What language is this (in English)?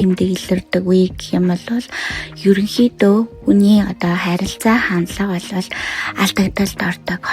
Mongolian